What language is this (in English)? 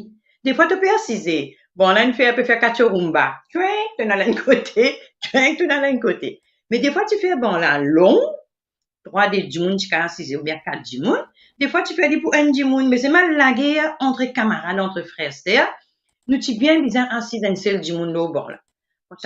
Morisyen